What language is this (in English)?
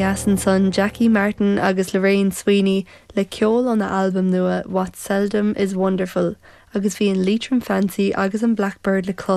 Irish